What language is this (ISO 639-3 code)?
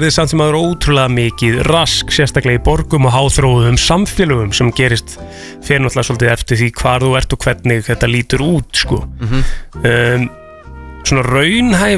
isl